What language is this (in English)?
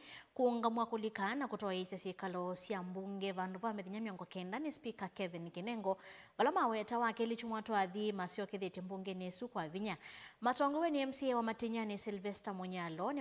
Kamba